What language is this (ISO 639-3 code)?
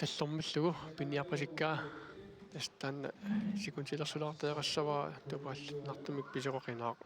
kal